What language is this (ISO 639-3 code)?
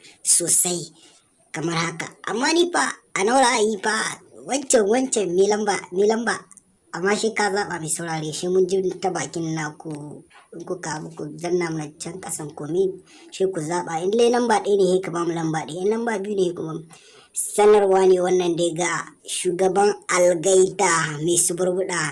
hau